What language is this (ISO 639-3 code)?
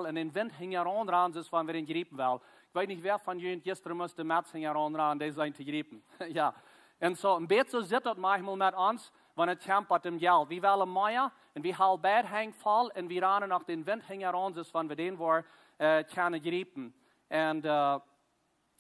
pdt